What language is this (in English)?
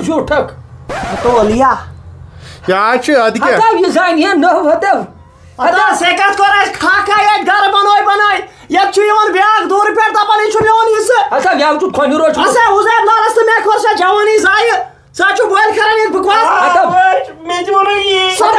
Kashmiri